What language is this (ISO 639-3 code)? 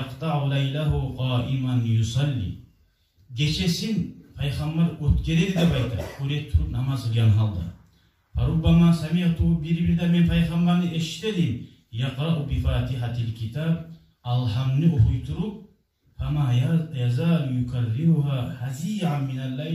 kum